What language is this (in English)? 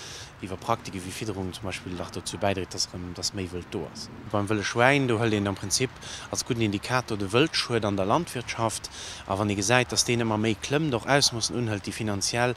Luxembourgish